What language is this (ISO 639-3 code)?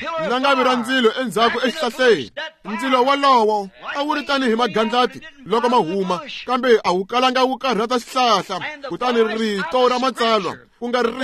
tso